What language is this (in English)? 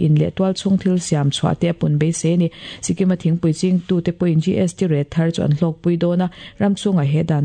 Mizo